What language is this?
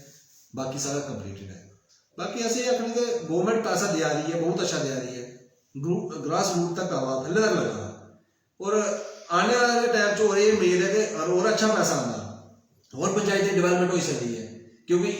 Dogri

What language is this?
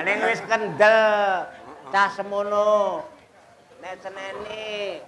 Javanese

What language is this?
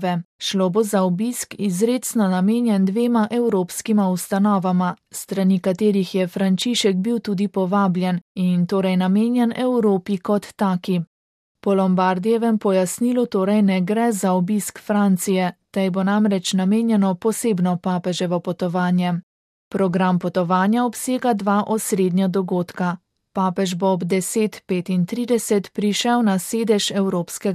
Slovenian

